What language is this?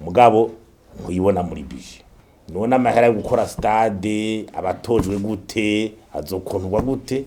Rundi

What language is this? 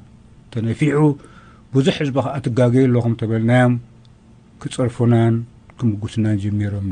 Tigrinya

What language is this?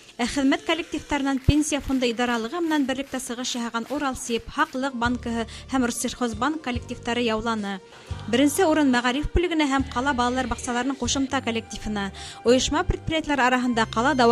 Bashkir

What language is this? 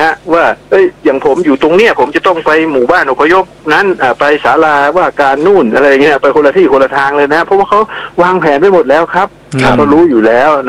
Thai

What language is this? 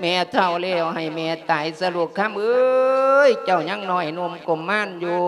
Lao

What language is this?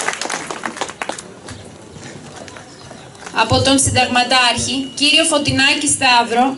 Greek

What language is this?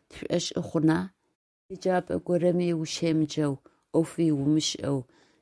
Adyghe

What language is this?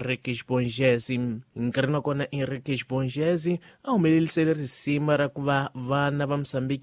Tsonga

